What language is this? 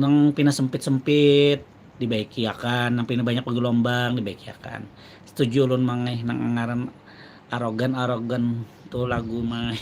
Banjar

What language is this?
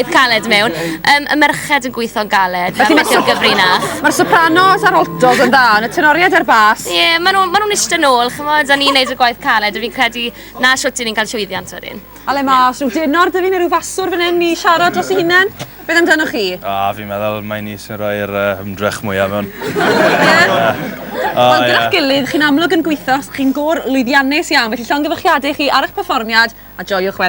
Welsh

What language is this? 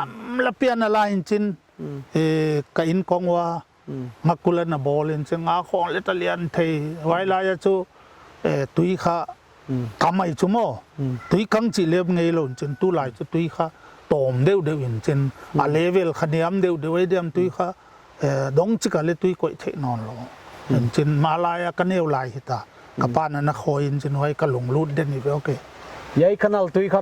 Paite Chin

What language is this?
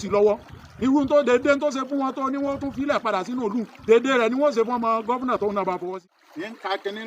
Yoruba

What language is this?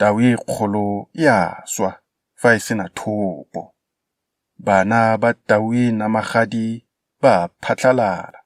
Tswana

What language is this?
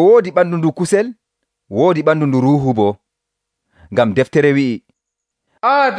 Nigerian Fulfulde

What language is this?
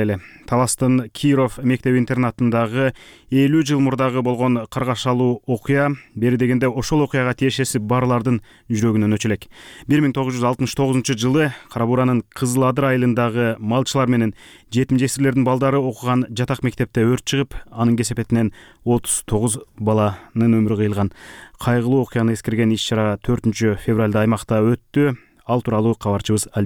Kyrgyz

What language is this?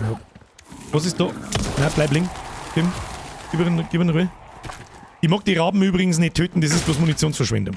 Bavarian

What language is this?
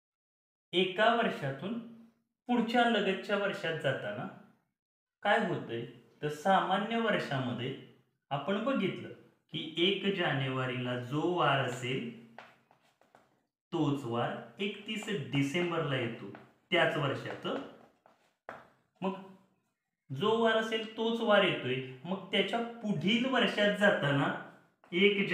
Marathi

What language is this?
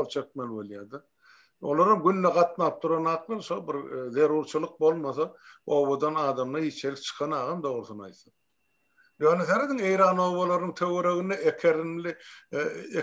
Turkmen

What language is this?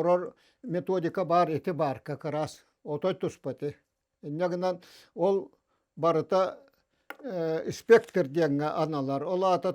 Yakut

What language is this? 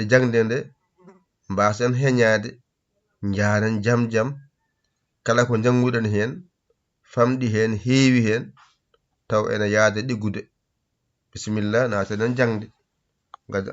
Fula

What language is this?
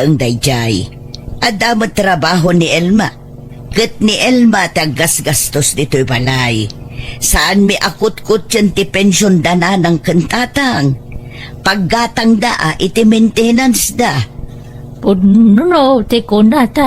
Iloko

